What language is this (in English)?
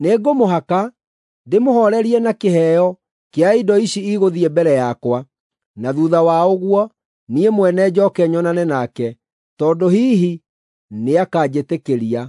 Kikuyu